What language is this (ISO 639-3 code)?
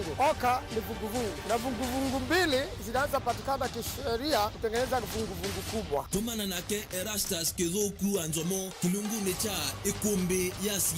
kam